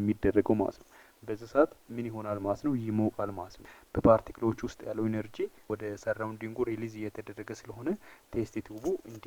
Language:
Amharic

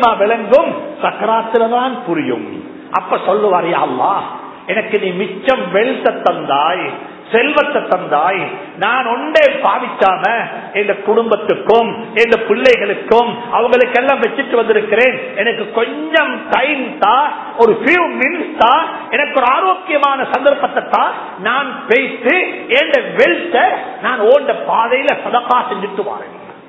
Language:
Tamil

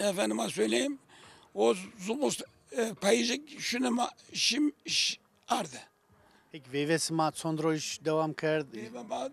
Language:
Zaza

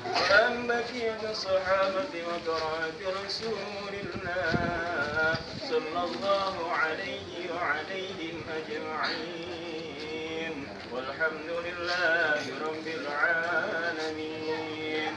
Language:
Betawi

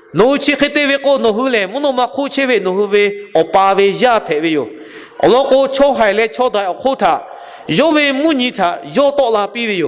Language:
Lahu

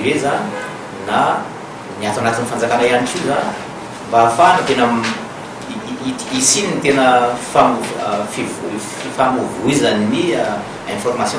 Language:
Malagasy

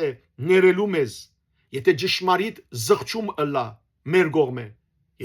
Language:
Western Armenian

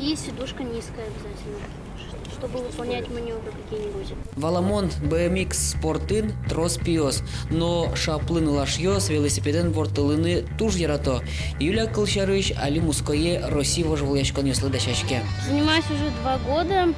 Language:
Udmurt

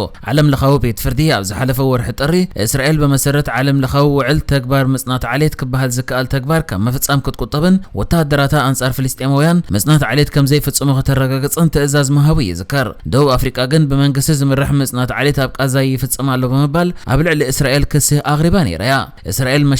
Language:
Tigrinya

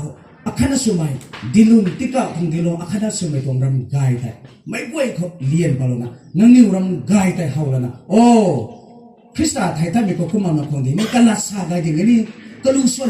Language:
Rongmei Naga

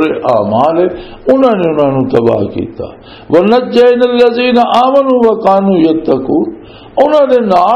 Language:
Western Panjabi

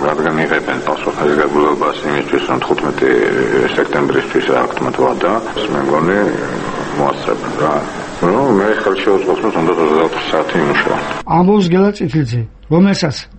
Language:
Georgian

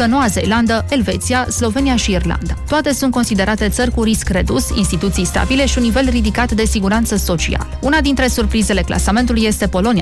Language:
Romanian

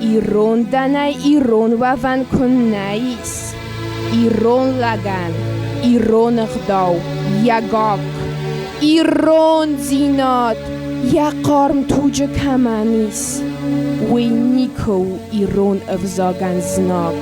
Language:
Ossetic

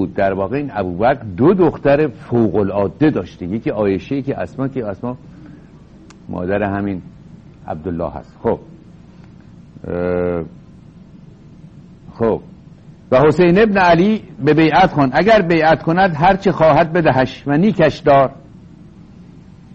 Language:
Persian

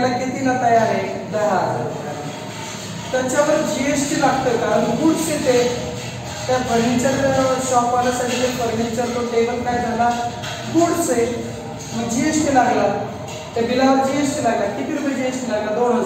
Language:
Marathi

